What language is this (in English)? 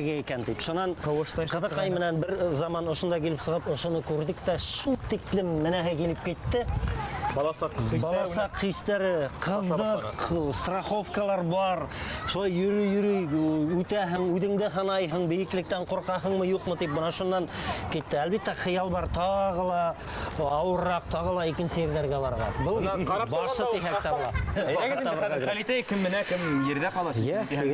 Bashkir